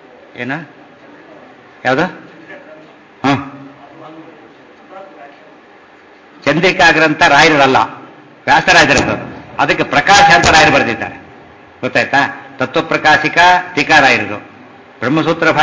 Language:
Kannada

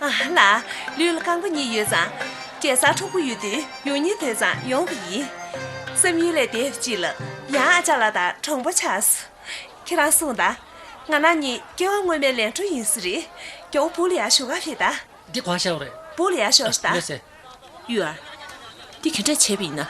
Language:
Tibetan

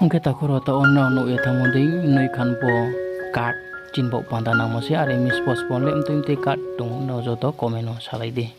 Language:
Riang (India)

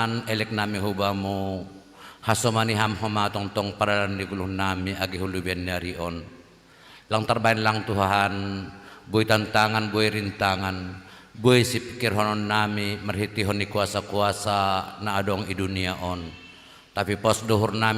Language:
Batak Simalungun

